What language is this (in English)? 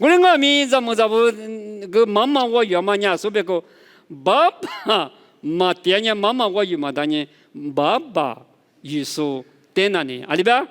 Lisu